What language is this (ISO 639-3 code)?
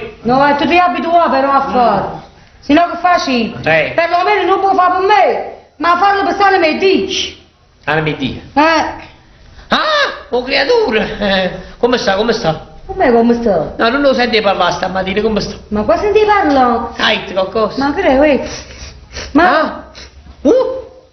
nap